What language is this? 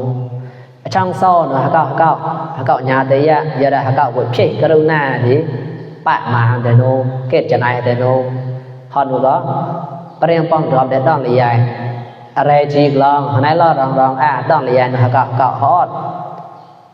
Mon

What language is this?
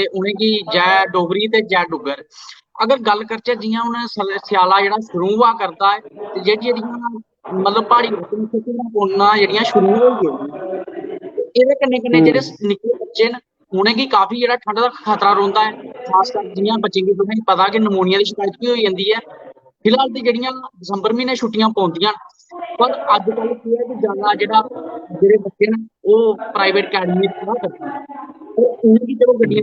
Dogri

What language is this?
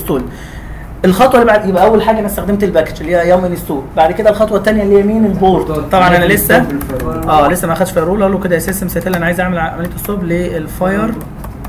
Egyptian Arabic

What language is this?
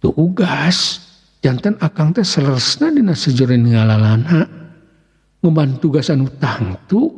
Sundanese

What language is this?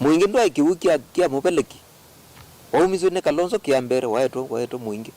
Kamba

